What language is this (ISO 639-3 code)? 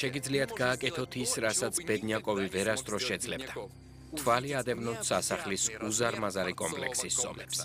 kat